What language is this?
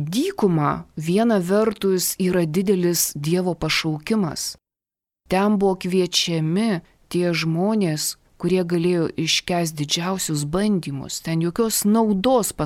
Lithuanian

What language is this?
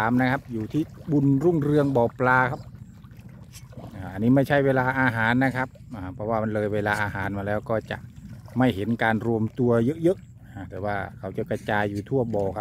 Thai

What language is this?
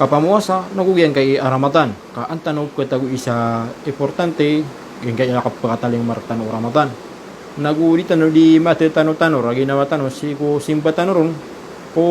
Maranao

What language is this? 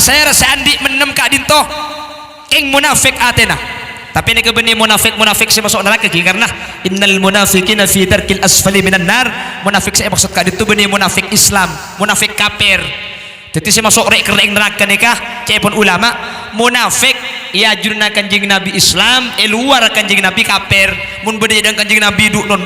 Madurese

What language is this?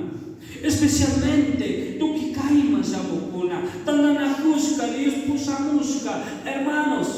Chimborazo Highland Quichua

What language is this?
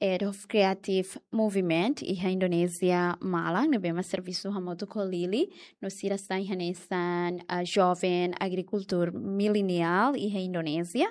Tetum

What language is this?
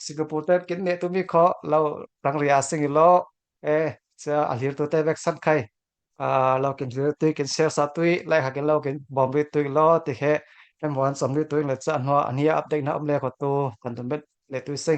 Falam Chin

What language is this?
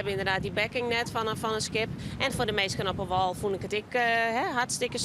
Western Frisian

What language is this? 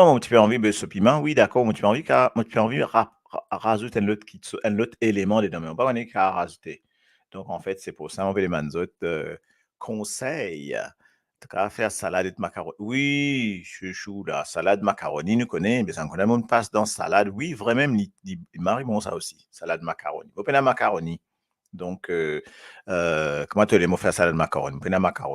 Morisyen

